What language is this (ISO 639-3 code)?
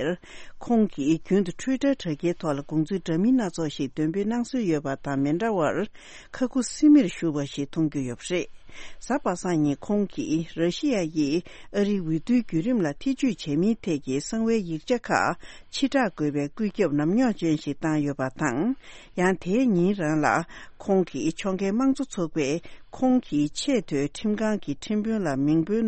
bod